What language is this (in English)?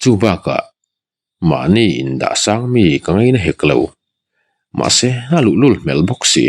Mizo